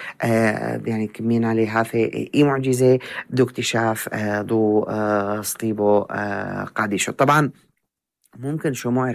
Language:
North Levantine Arabic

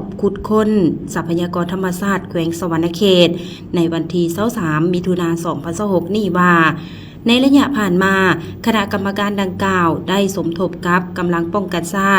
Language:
Lao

